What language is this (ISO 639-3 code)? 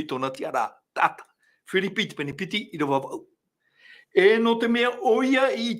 tah